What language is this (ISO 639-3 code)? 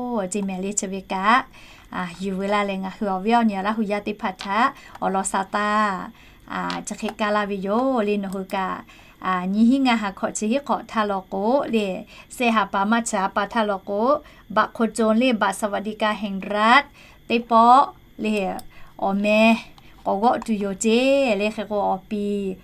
lhu